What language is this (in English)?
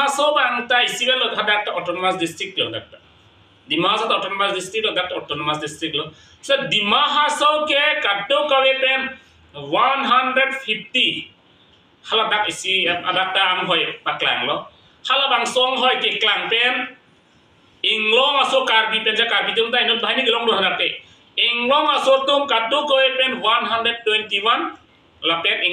Karbi